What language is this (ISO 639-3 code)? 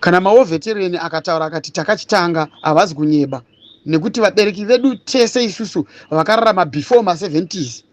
sna